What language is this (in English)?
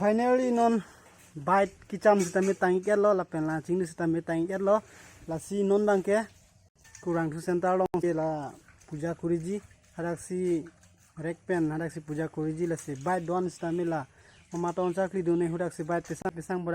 Karbi